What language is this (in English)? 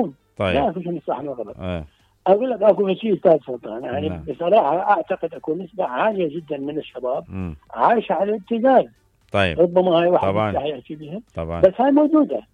Mesopotamian Arabic